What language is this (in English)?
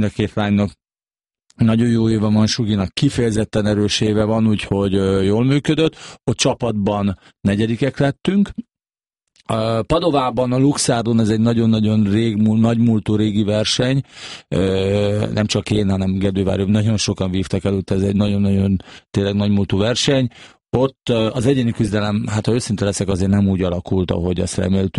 Hungarian